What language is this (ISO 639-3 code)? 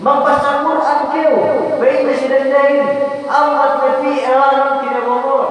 yka